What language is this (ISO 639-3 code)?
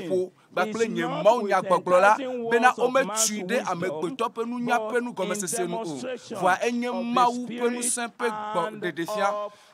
ewe